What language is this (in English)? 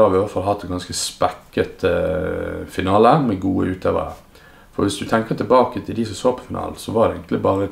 Norwegian